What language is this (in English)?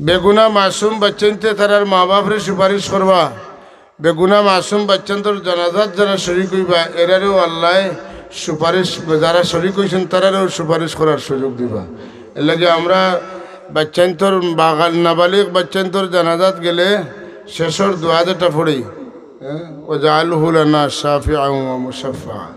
Sylheti